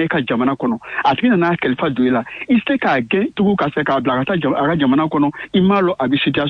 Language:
Bambara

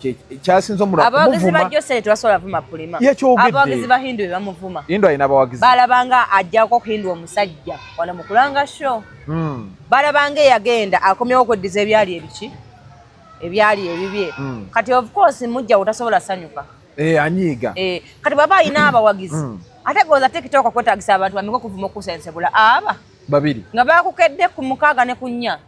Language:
Ganda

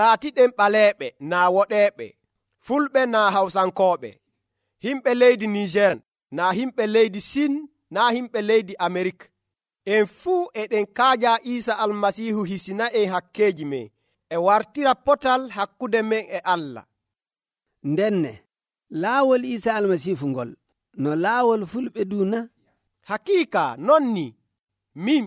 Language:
Nigerian Fulfulde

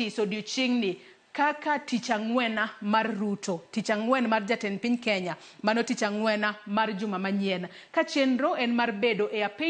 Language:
Luo (Kenya and Tanzania)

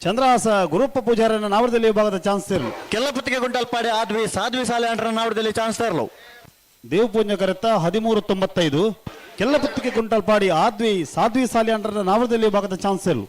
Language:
Tulu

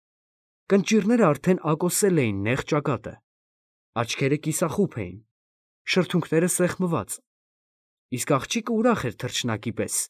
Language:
Armenian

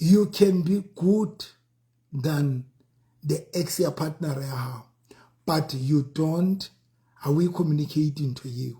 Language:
Southern Sotho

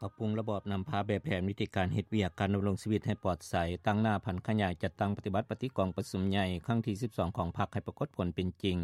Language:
Lao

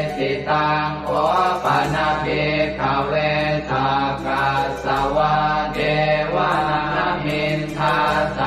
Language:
Pali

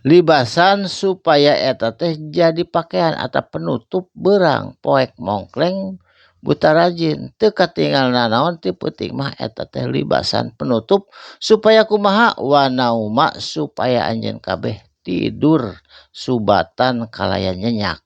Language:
Sundanese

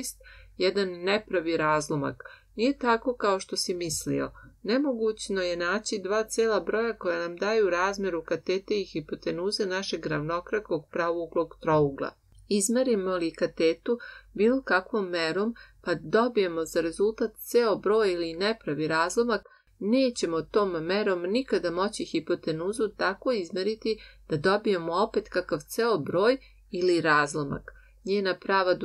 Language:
Serbian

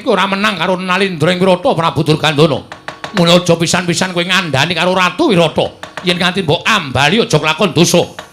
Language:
Javanese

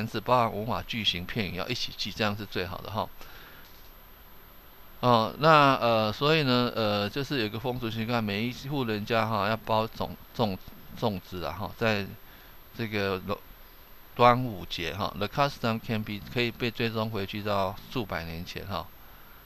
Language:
Chinese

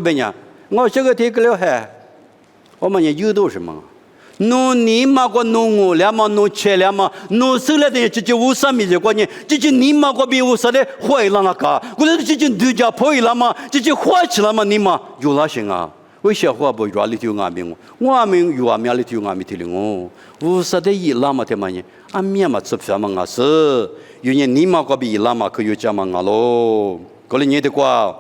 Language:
Lisu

